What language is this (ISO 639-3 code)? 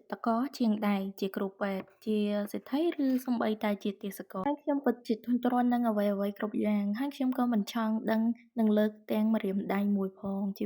khm